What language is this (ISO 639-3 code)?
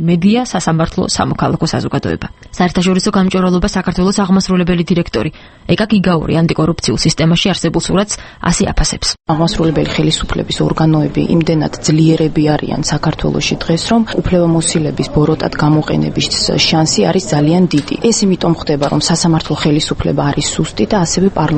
kat